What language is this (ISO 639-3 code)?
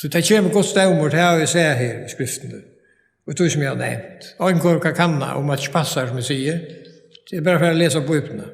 fao